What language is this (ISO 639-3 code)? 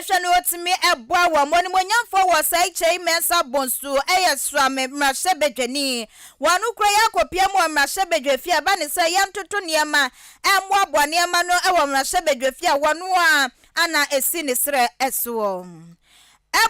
aka